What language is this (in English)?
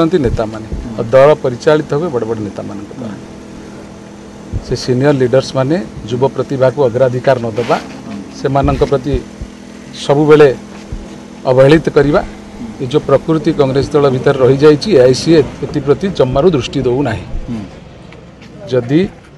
Odia